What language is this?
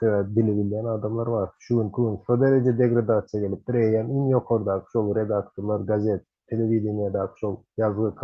Turkmen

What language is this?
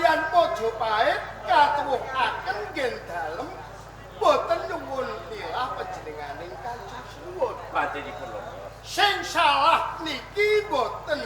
Javanese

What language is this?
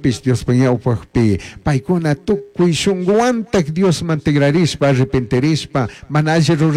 Chimborazo Highland Quichua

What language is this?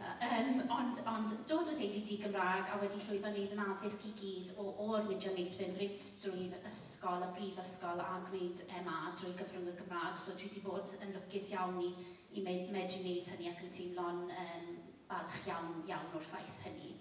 Welsh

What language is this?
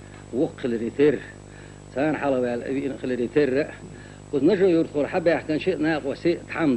Chechen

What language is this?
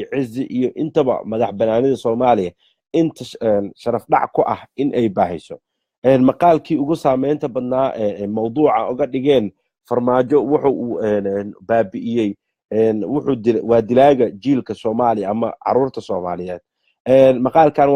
Somali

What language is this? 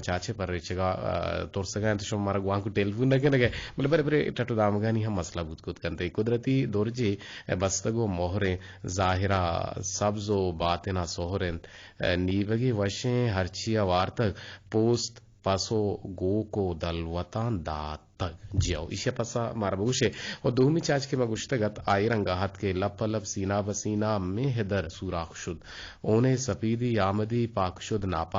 Eastern Balochi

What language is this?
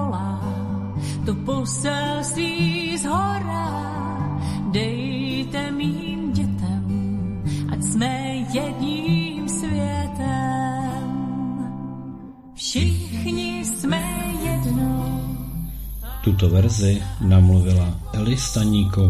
Czech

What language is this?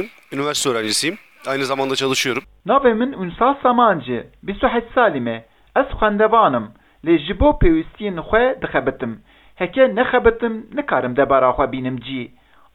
Kurdish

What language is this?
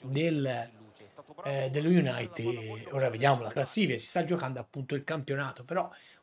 Italian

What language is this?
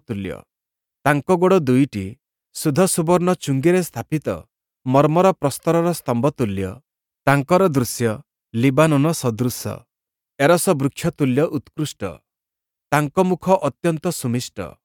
Odia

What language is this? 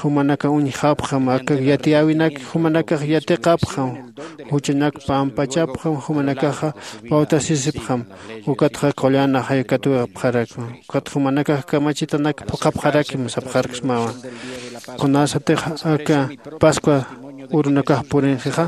Aymara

